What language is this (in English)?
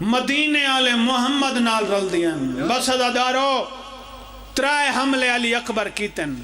Pahari-Potwari